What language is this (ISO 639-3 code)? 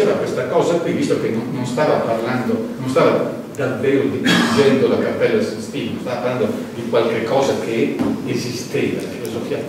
ita